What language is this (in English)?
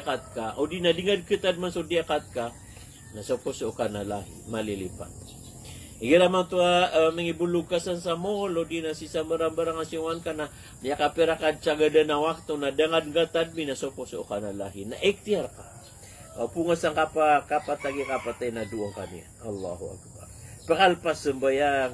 Maranao